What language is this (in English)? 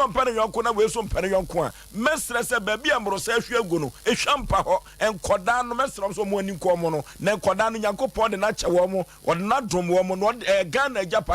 Akan